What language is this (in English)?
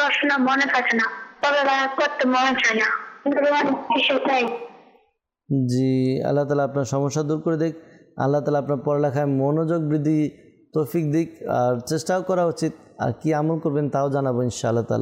Bangla